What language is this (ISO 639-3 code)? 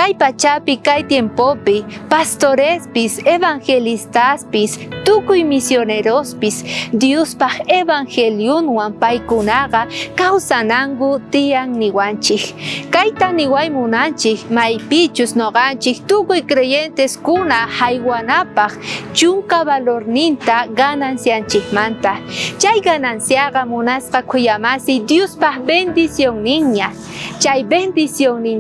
quh